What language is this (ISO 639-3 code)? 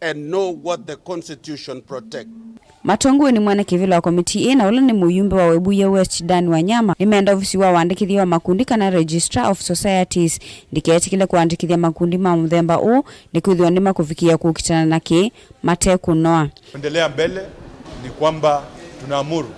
kam